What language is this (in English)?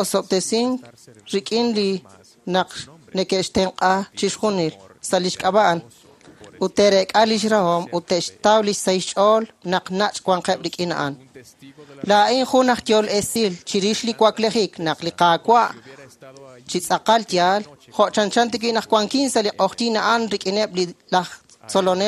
Kekchí